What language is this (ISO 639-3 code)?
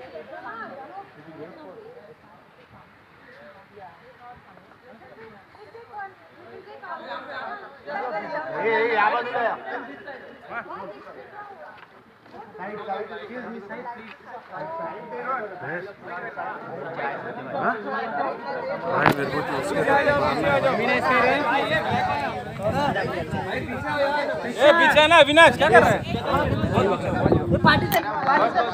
hin